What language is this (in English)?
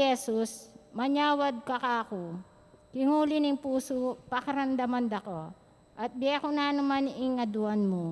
Pampanga